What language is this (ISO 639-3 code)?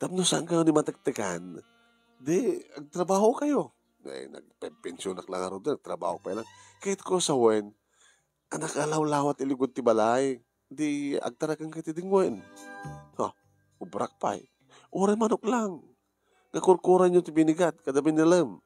ilo